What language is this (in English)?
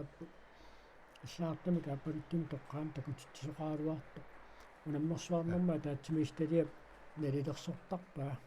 Kalaallisut